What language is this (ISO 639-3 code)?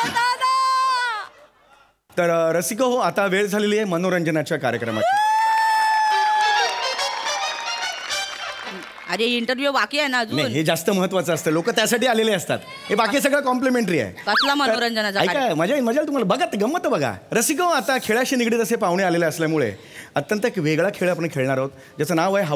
mar